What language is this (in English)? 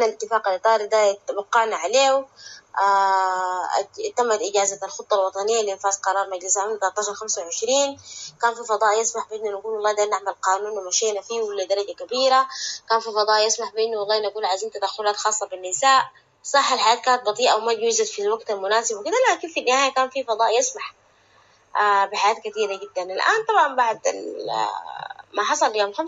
Sudanese Arabic